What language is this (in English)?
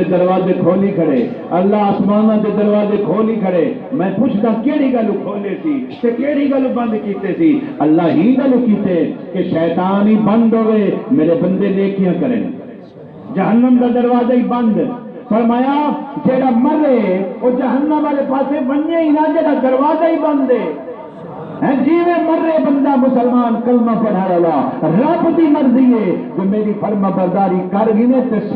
Saraiki